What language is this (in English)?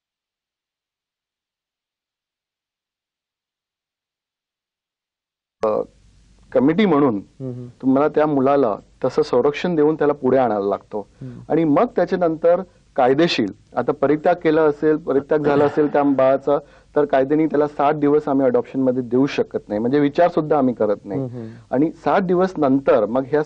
Marathi